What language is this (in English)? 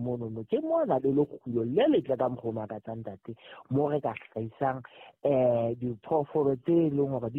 Southern Sotho